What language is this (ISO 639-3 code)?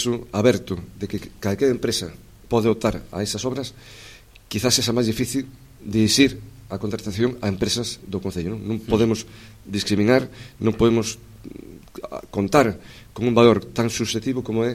glg